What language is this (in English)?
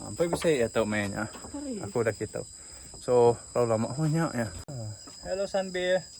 Iban